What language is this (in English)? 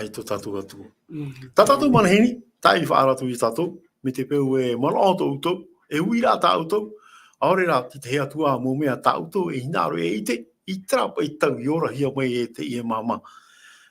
Tahitian